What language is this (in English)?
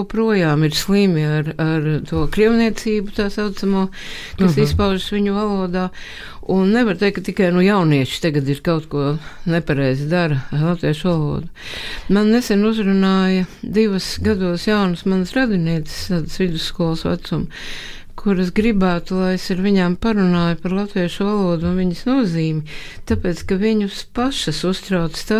Latvian